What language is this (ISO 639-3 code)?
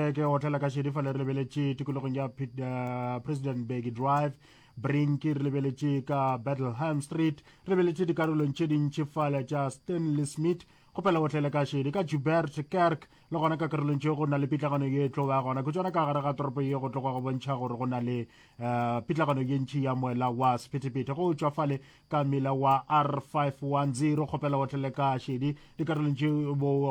nso